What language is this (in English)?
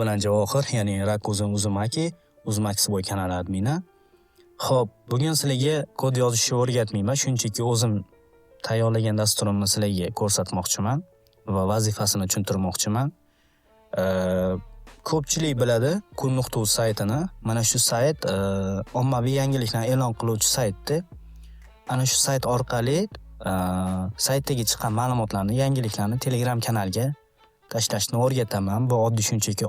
Uzbek